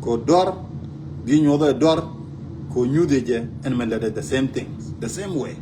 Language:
Nuer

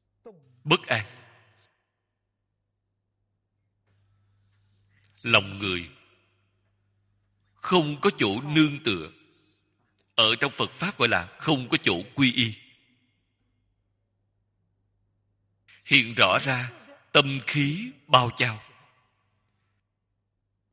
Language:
Vietnamese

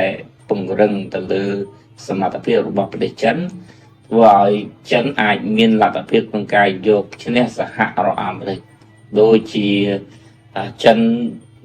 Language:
Khmer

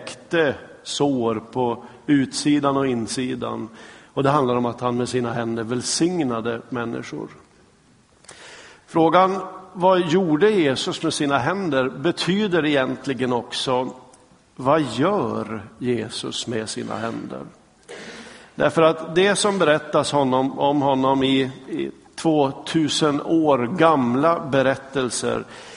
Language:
Swedish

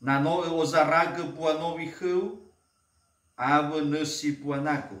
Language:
Nias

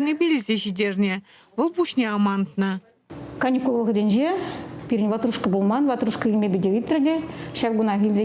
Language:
Chuvash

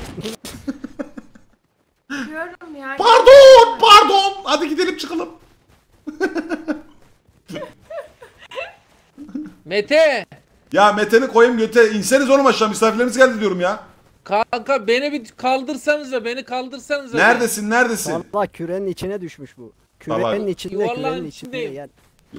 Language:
Turkish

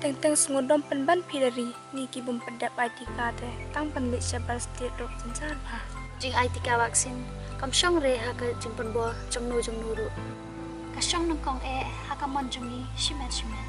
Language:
Khasi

